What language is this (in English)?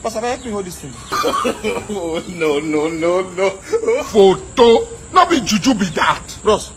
Nigerian Pidgin